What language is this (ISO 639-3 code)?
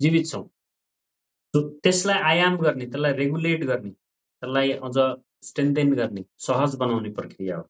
nep